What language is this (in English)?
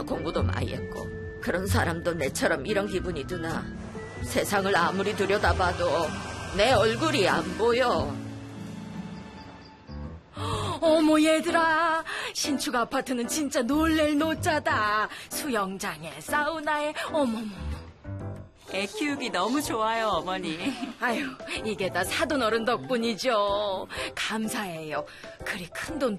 Korean